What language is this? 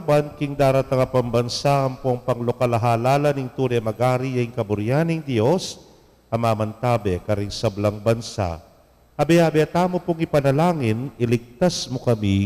Pampanga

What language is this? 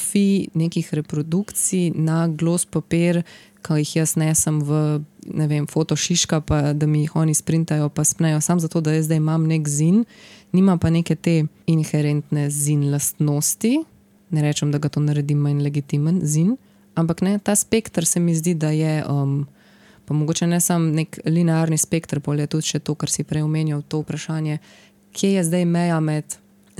Slovenian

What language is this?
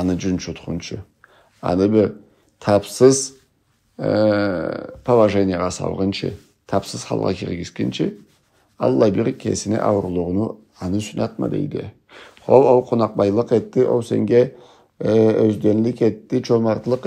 Karachay-Balkar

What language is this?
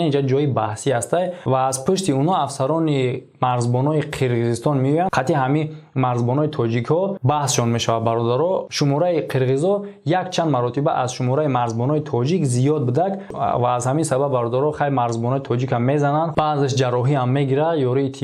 Tajik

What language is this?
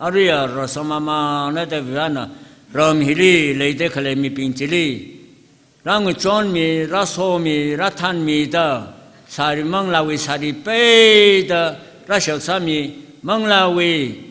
Tangkhul Naga (India)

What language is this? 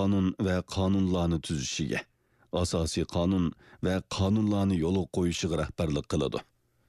Uyghur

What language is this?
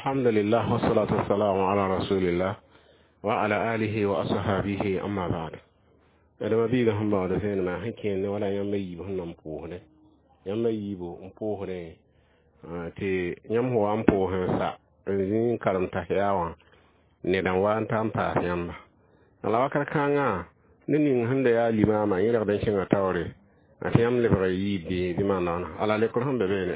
Mossi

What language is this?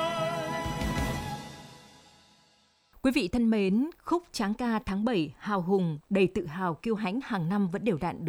Vietnamese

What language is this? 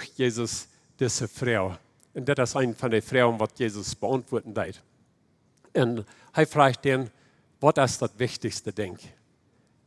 Plautdietsch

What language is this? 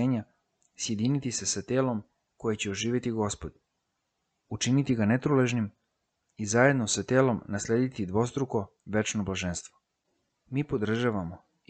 Serbian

